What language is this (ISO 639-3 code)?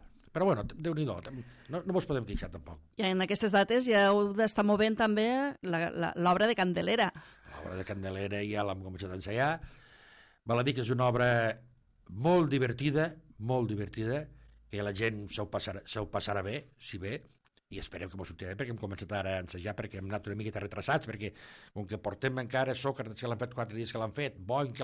cat